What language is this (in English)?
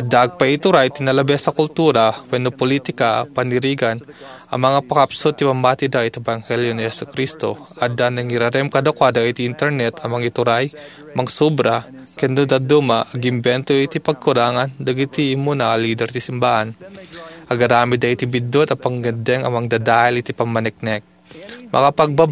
Iloko